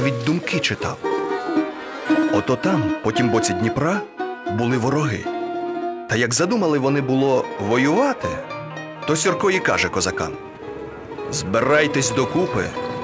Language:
Ukrainian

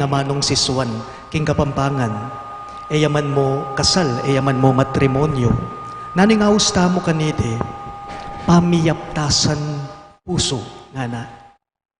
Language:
Pampanga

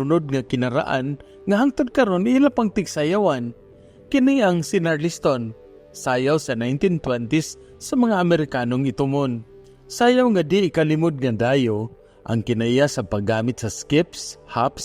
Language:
Cebuano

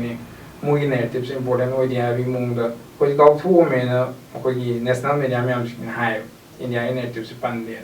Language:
Manipuri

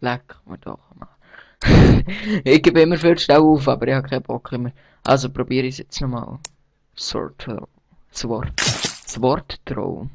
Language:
Swiss German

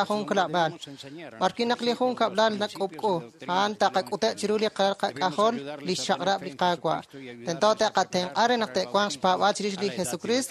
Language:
Kekchí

